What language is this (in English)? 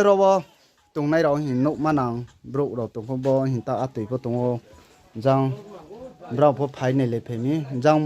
Riang (India)